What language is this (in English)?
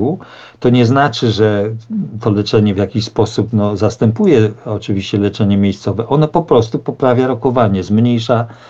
Polish